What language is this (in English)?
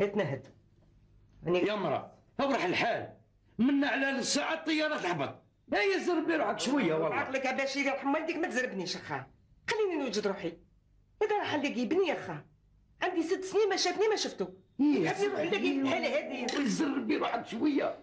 Algerian Arabic